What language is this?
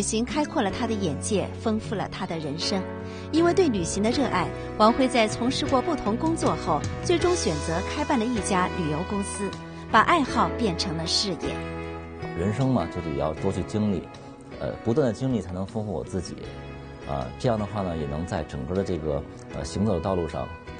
Chinese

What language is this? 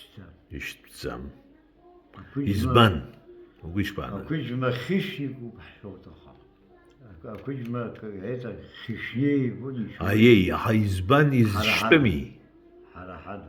Abkhazian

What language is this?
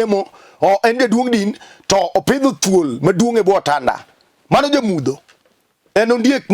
Luo (Kenya and Tanzania)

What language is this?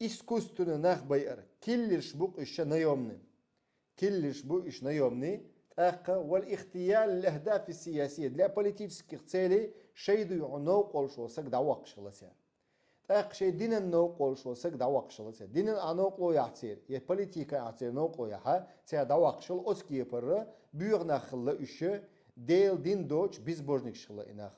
Chechen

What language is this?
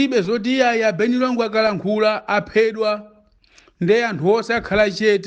Nyanja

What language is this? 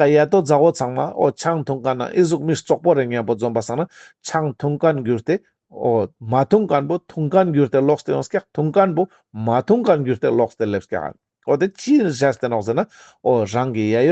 Ladakhi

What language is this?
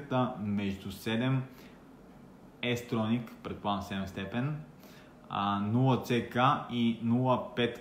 Bulgarian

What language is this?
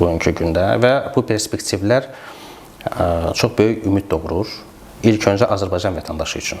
Azerbaijani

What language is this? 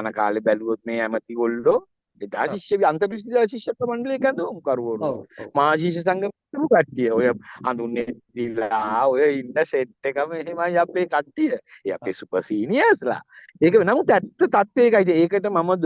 Sinhala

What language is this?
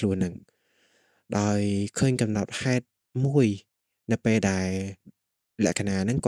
Khmer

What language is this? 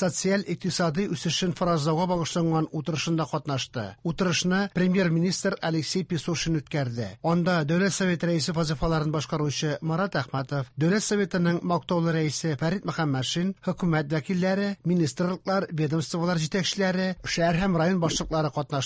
Tatar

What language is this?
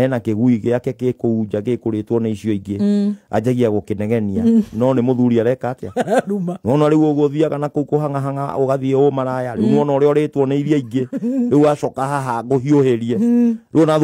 Kikuyu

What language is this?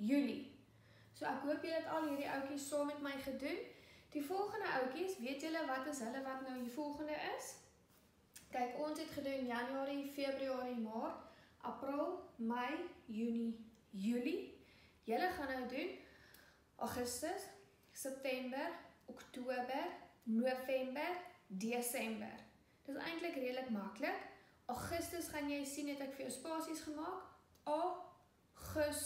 Afrikaans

